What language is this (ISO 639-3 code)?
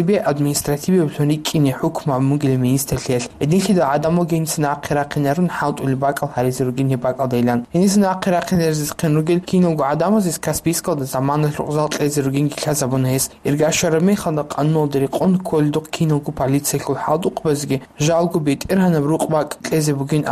ava